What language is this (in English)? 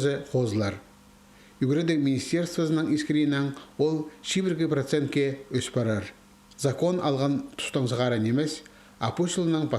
Khakas